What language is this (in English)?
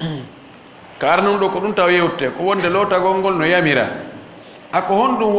Fula